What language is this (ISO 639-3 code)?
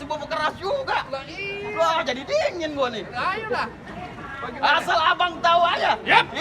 bew